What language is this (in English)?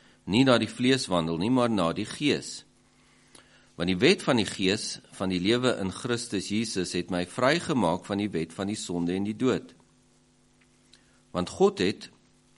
Afrikaans